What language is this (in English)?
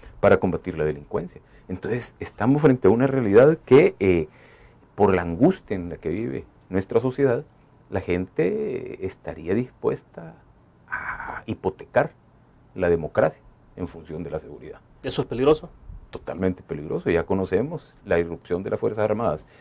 Spanish